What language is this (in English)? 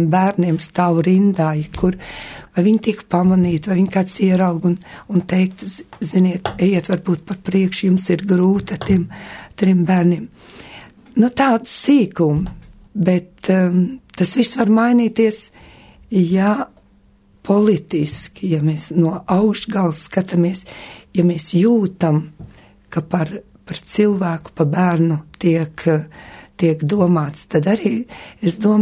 Latvian